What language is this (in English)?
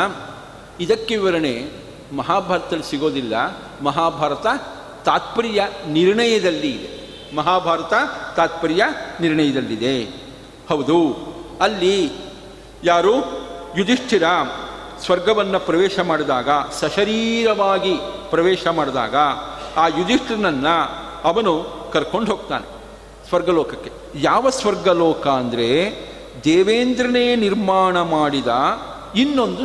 Kannada